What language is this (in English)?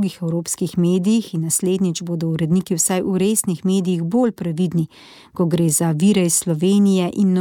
Slovenian